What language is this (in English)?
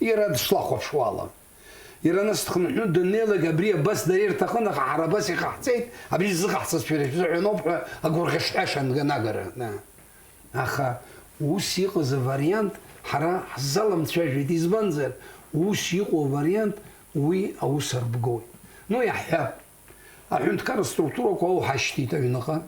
Abkhazian